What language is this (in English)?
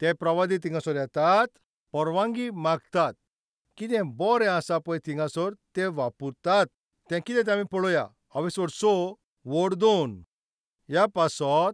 Konkani